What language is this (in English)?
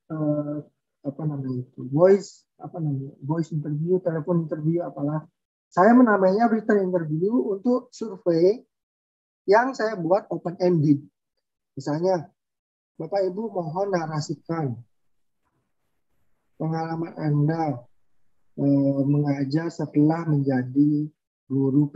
Indonesian